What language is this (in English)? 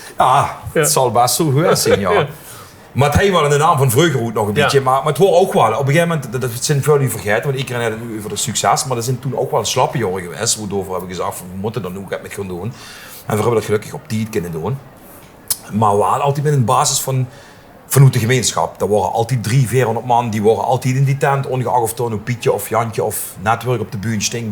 Limburgish